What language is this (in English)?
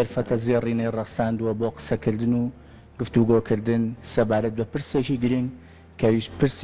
Central Kurdish